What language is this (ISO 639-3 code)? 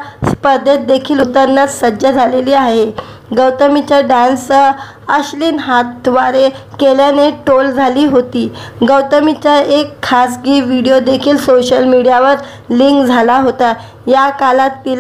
mar